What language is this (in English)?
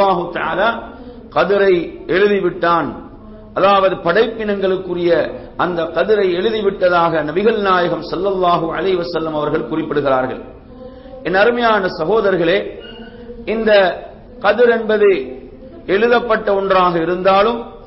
Tamil